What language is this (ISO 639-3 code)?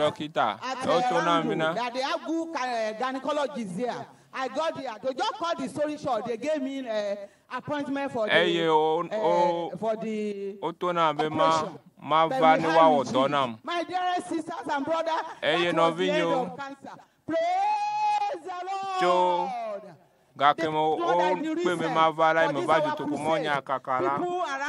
ewe